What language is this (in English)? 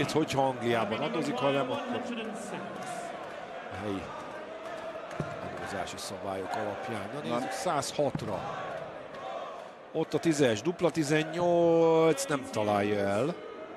Hungarian